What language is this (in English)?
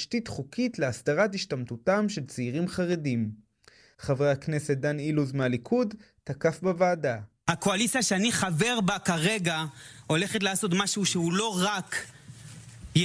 Hebrew